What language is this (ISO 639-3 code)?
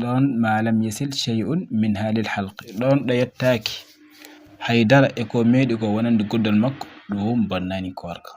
ful